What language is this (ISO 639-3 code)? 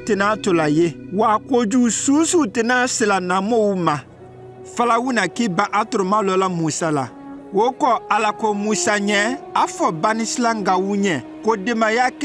mku